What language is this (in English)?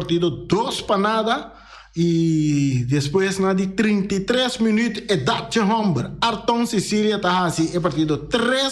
Papiamento